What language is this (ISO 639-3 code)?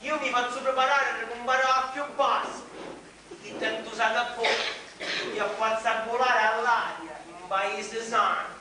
scn